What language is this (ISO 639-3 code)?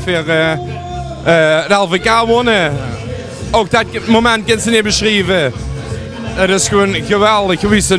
lim